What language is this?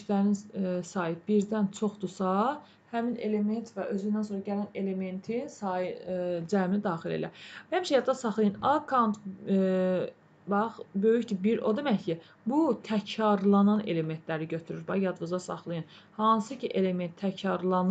Azerbaijani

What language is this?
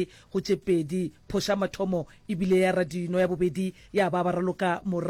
Northern Sotho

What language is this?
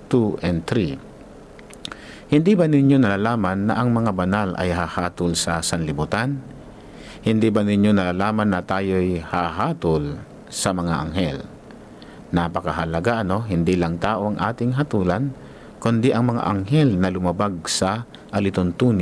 Filipino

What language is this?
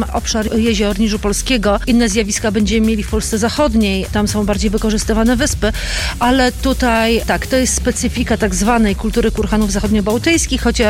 Polish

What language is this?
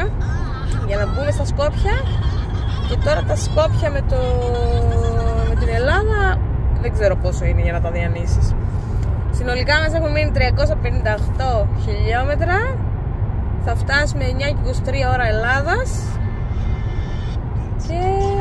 Greek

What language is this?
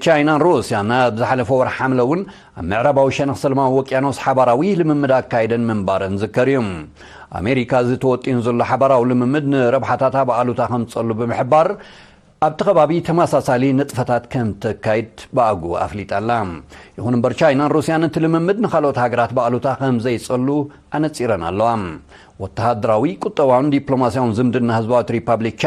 Tigrinya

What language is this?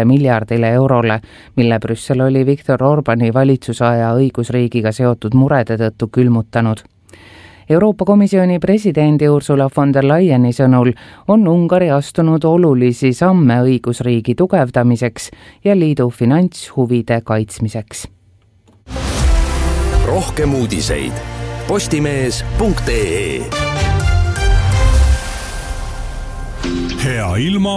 Estonian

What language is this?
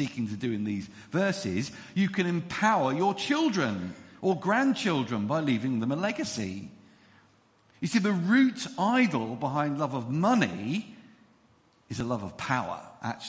English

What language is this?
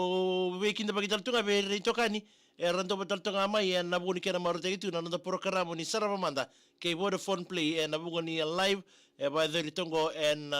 Fijian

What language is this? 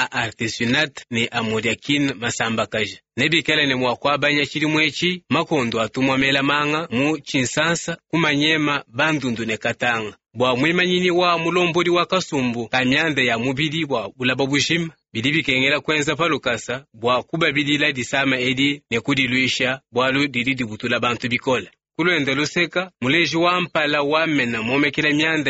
Luba-Lulua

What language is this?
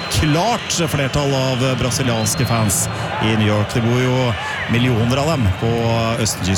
Norwegian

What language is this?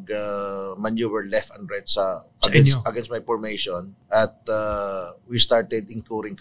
Filipino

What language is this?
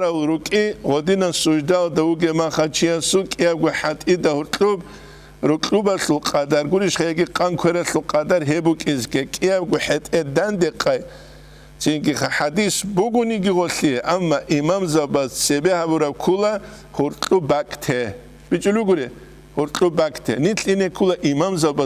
Avaric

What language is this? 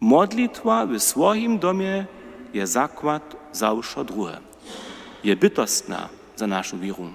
Upper Sorbian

